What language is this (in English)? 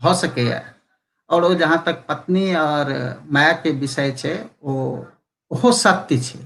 Maithili